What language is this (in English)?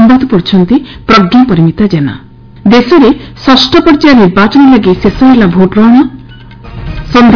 Odia